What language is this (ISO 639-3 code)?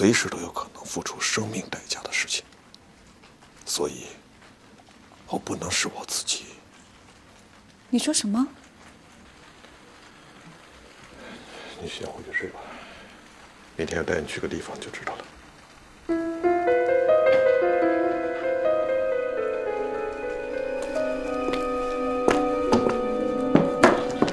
zho